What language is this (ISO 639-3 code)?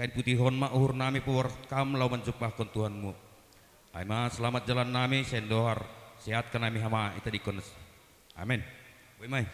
bts